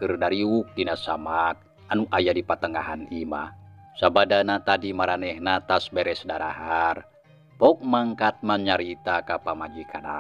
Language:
Sundanese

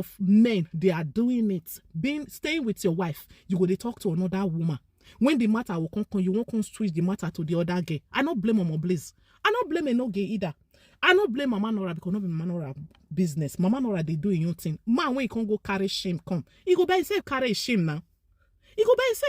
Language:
Nigerian Pidgin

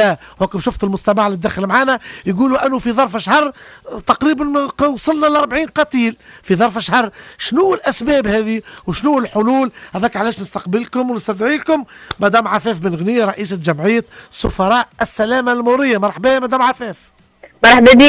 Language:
Tunisian Arabic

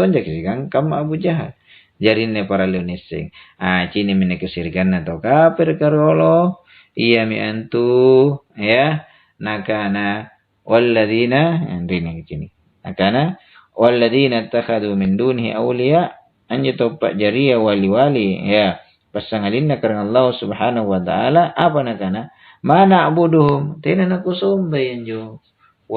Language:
Makasar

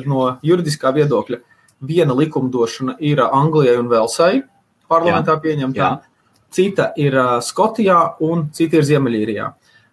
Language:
Latvian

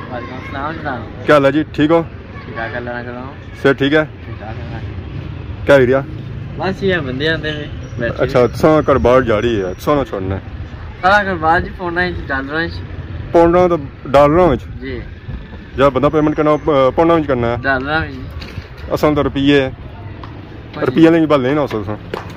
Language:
Pahari-Potwari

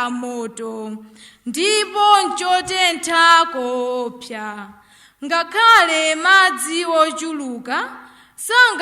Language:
Nyanja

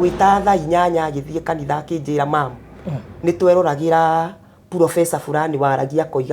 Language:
Kikuyu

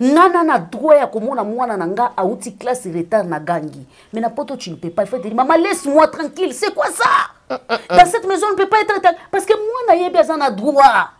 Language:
Lingala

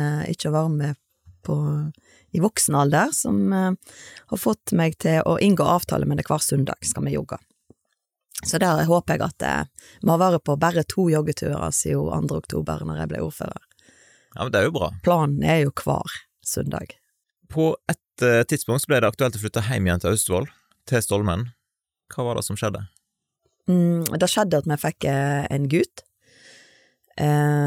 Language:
Norwegian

